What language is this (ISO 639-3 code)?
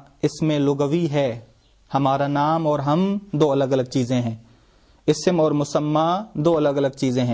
urd